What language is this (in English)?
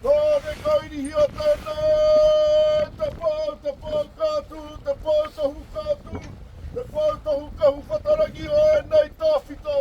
Māori